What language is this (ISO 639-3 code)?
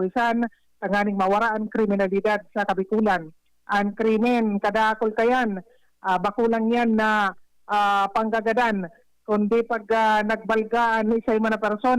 bik